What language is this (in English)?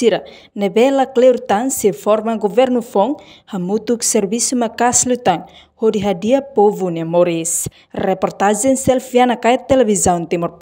Tetum